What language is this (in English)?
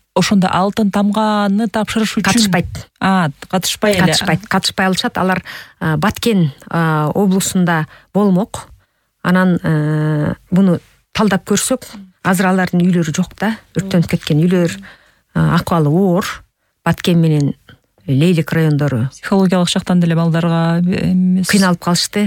Kyrgyz